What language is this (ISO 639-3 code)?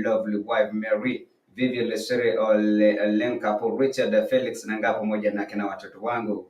mas